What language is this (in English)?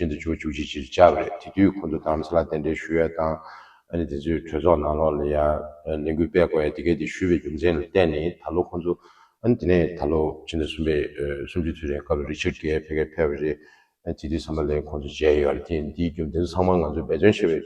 Tibetan